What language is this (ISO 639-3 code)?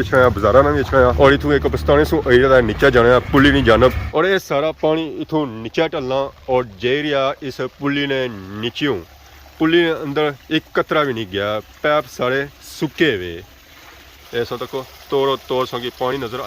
phr